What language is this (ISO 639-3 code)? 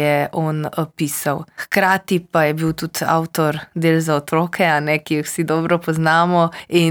slv